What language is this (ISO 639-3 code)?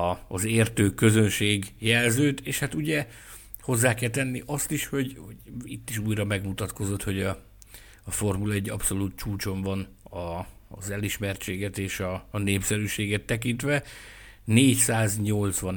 hun